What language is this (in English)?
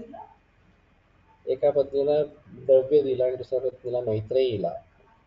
Marathi